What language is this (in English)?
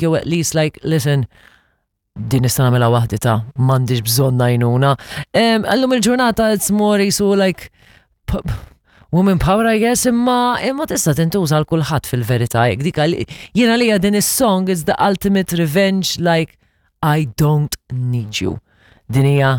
Maltese